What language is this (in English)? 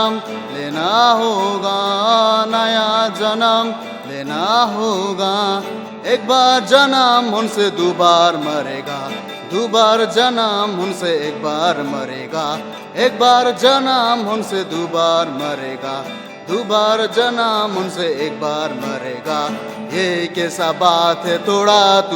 Ao Naga